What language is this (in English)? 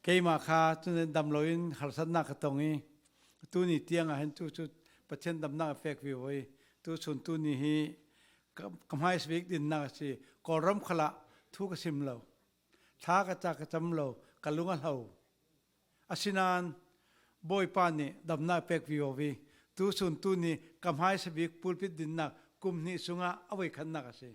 Falam Chin